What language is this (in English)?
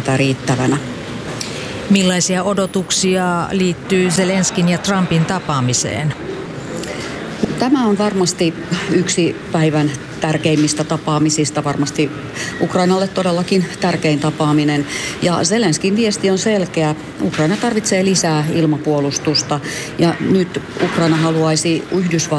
Finnish